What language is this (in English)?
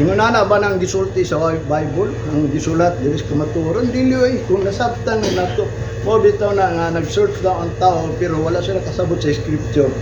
Cebuano